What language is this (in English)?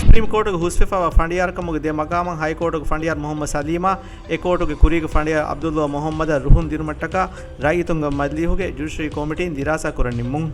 Divehi